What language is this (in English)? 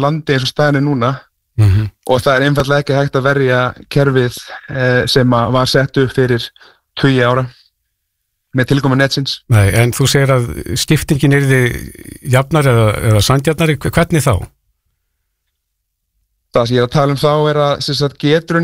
Icelandic